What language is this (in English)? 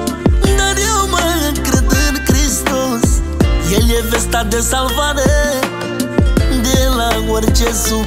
Romanian